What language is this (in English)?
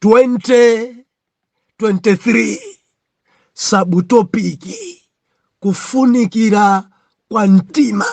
Nyanja